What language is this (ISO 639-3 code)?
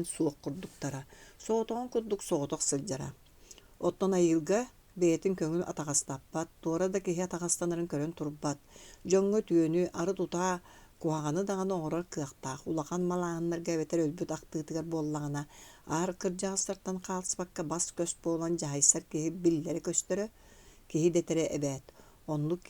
sah